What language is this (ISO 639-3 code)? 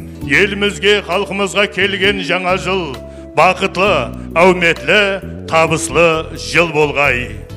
kaa